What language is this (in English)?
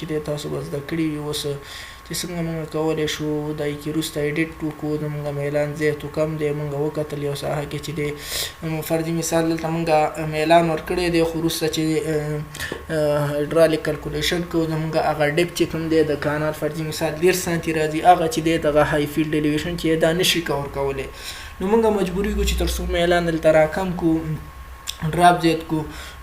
Pashto